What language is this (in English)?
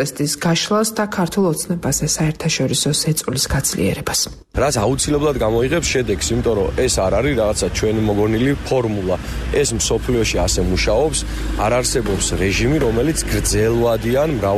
Georgian